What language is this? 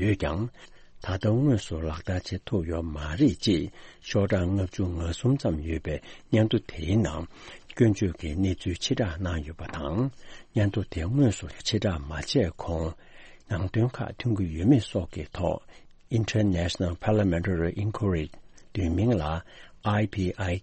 Tibetan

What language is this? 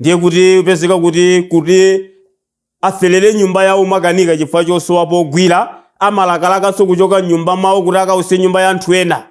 Nyanja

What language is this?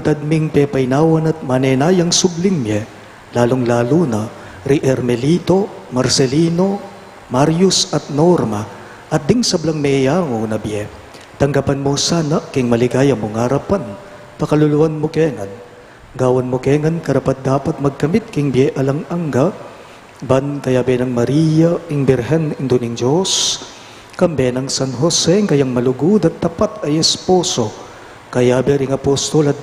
Pampanga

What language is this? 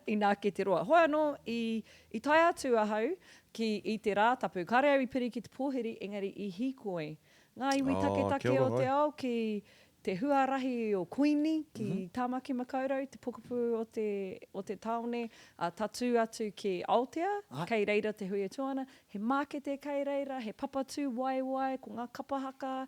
Māori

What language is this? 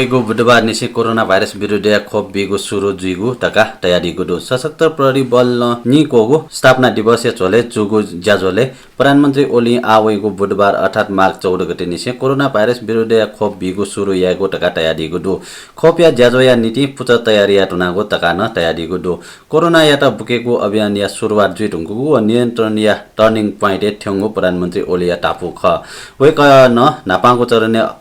Newari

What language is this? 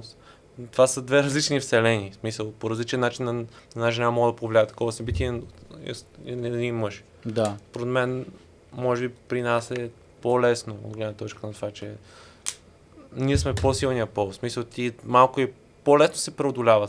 Bulgarian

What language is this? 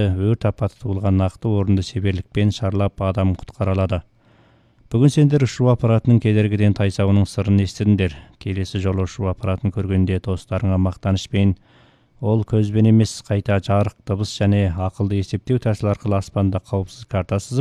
Kazakh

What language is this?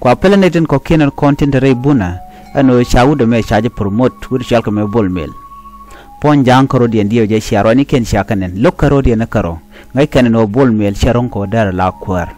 Nuer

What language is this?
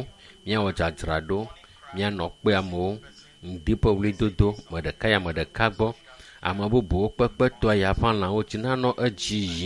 Ewe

